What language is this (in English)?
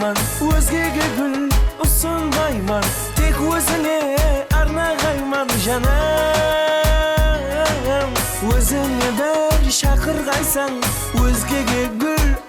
Kara-Kalpak